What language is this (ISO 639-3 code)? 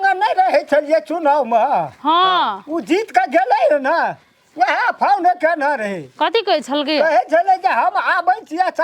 mai